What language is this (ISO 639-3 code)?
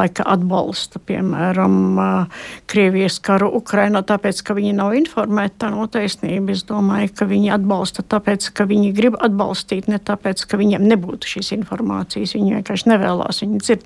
lav